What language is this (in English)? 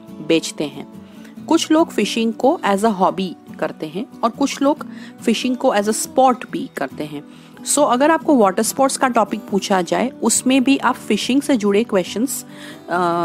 Hindi